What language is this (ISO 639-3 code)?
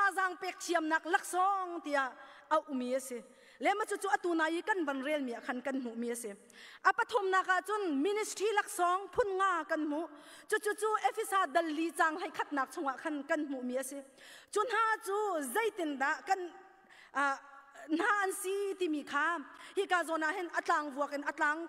cnh